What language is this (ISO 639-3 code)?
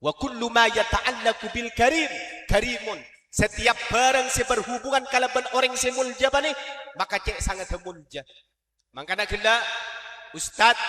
mad